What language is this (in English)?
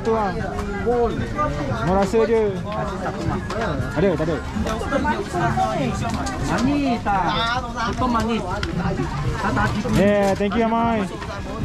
Malay